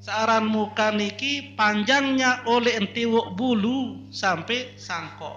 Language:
Sasak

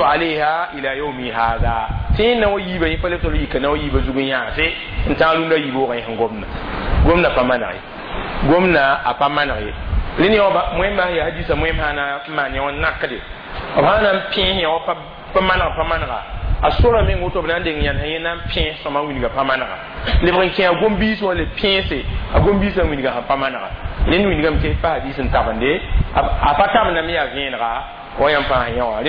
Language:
Mossi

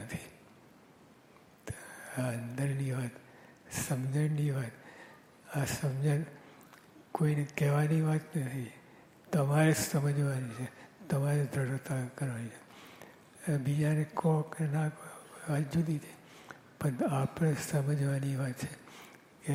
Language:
Gujarati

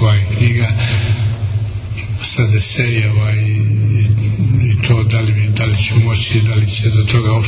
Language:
Serbian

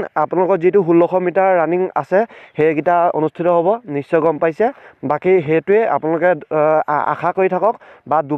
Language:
Assamese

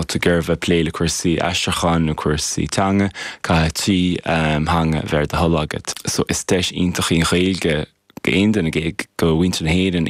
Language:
Irish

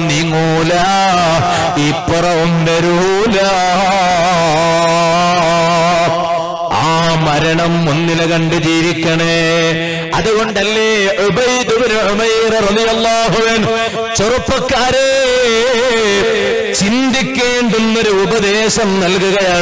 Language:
Malayalam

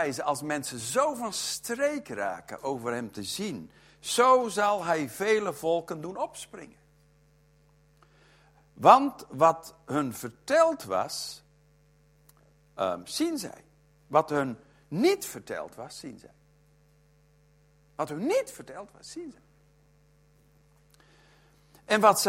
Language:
Dutch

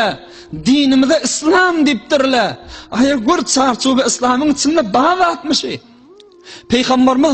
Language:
Turkmen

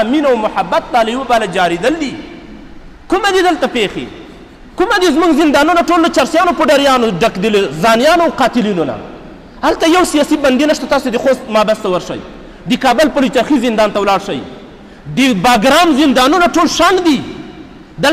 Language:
Pashto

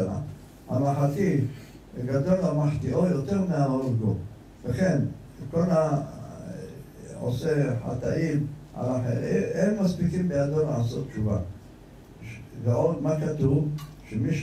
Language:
Hebrew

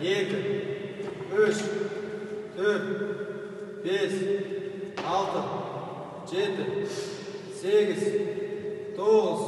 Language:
Kazakh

